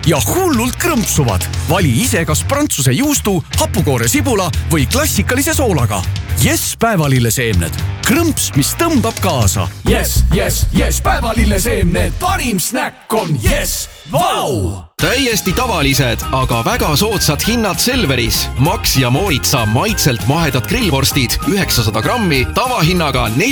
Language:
Estonian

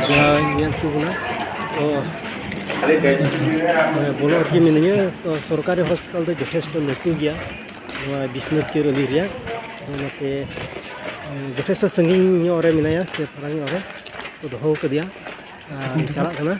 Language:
Santali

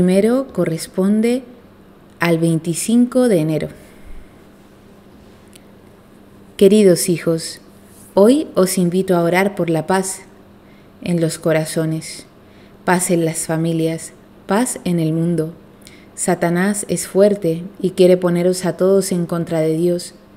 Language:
Spanish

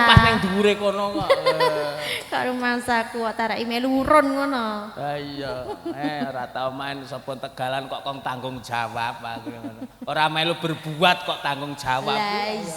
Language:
Javanese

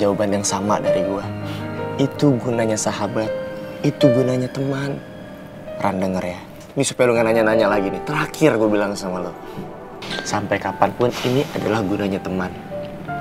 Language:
Indonesian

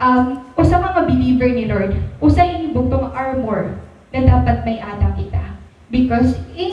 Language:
Waray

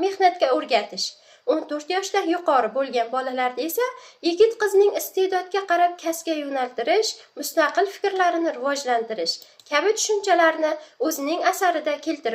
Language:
Uzbek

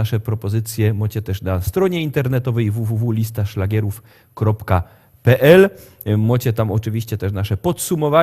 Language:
Silesian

